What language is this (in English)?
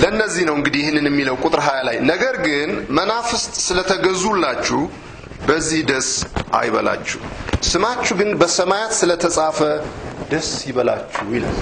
Amharic